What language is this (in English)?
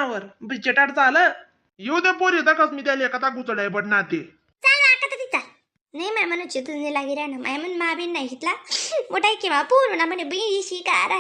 Khandesi